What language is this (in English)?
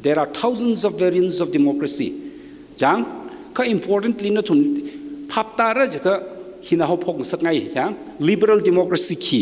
Tangkhul Naga (India)